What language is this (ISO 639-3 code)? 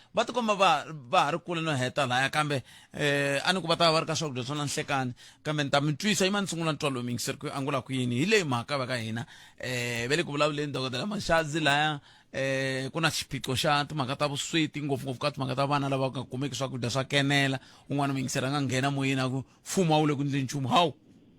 tso